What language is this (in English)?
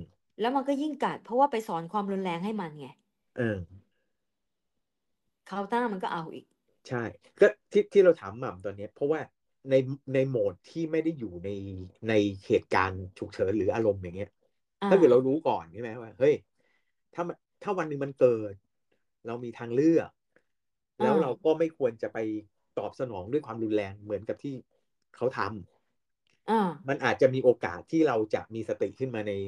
Thai